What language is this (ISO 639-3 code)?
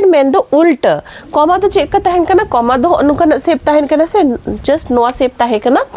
sat